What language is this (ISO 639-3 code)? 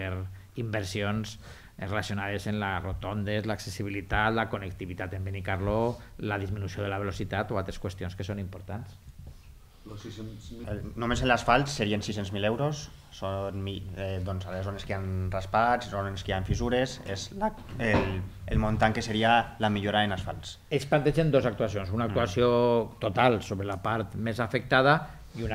cat